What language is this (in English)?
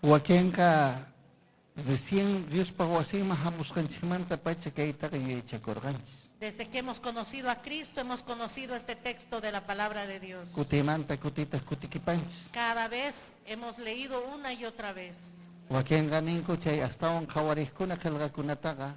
Ayacucho Quechua